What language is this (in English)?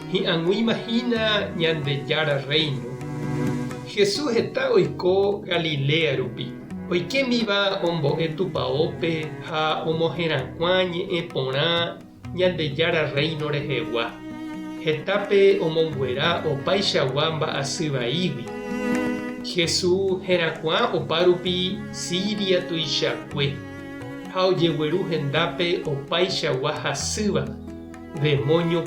Guarani